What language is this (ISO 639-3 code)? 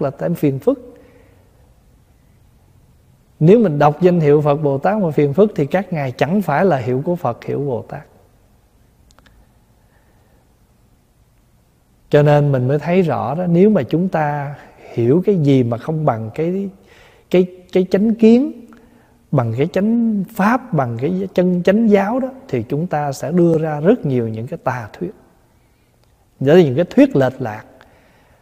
vie